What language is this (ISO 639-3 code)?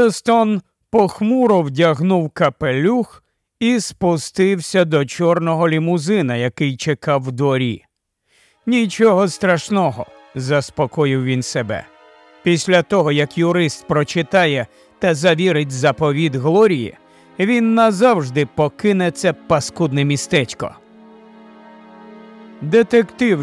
ukr